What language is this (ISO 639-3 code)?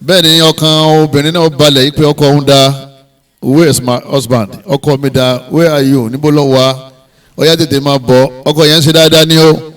yor